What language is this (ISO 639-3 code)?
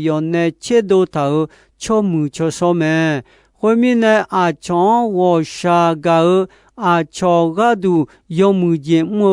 ahk